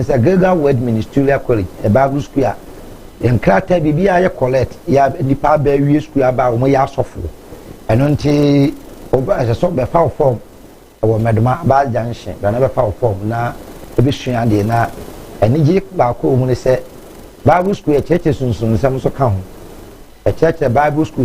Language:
Akan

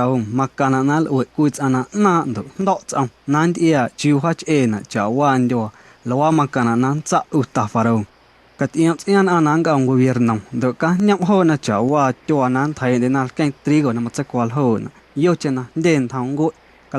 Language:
Guerrero Amuzgo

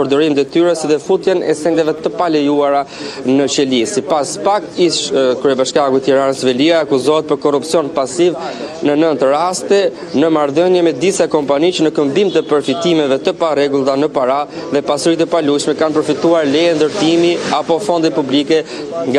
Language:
Albanian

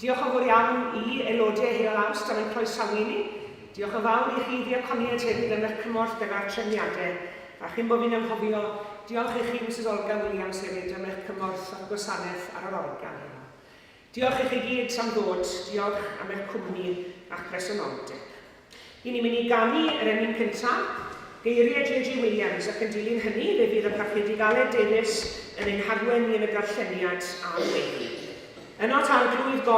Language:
Welsh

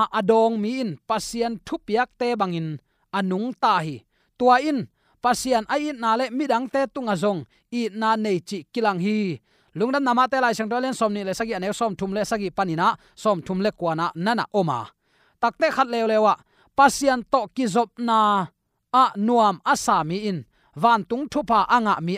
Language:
Tedim Chin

